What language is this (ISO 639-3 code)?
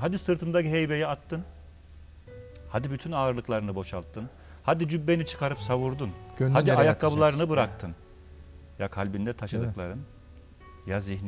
tur